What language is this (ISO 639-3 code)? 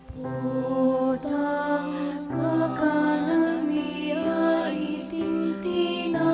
pam